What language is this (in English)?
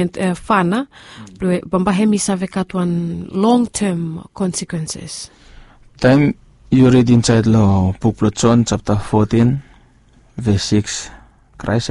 Bislama